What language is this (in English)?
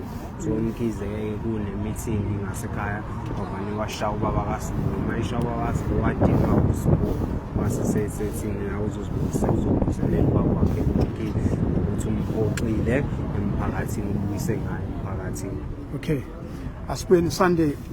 Zulu